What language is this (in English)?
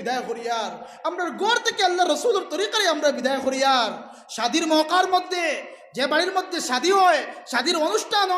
Sylheti